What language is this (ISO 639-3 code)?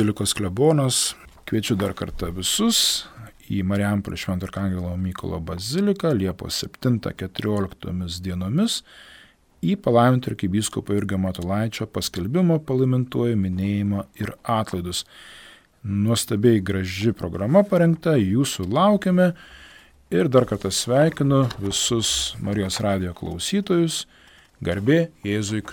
lit